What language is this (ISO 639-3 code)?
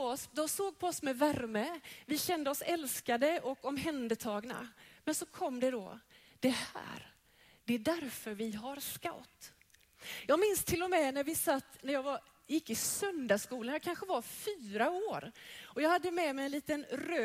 swe